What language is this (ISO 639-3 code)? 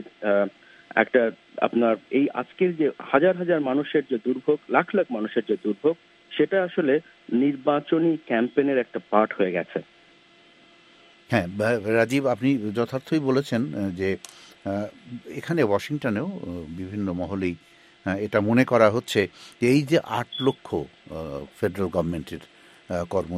ben